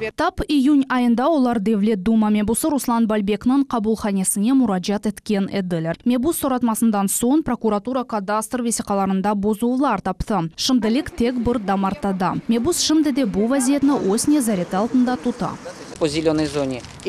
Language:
Crimean Tatar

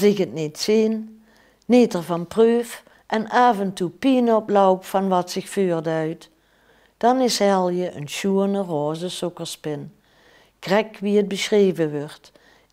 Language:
Limburgish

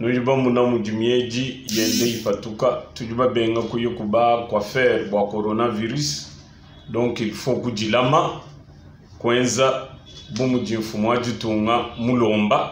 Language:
Luba-Lulua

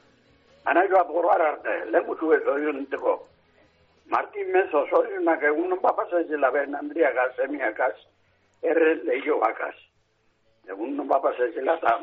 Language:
Basque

